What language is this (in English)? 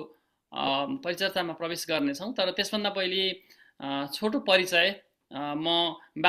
Nepali